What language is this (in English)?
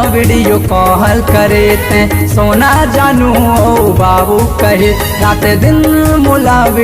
Chhattisgarhi